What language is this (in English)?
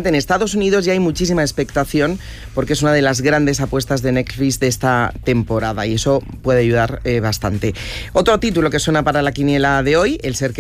Spanish